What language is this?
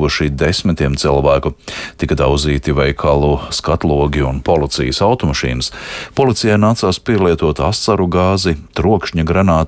Latvian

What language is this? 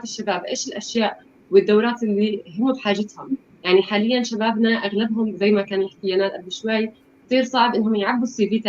North Levantine Arabic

